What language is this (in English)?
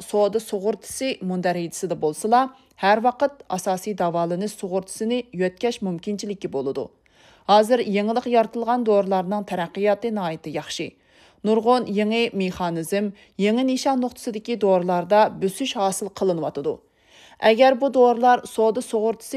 Uyghur